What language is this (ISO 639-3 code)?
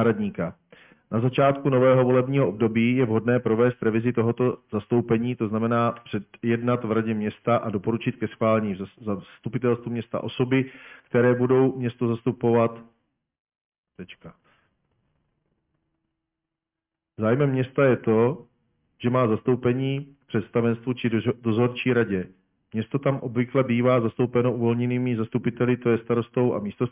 ces